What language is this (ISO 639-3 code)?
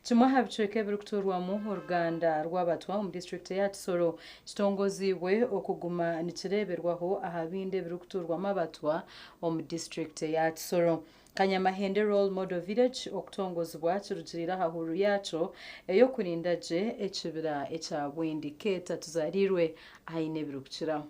nyn